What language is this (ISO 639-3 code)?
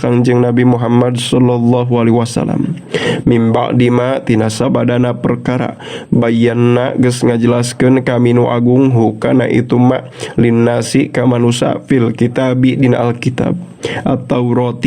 sun